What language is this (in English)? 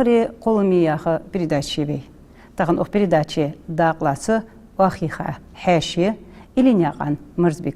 Ingush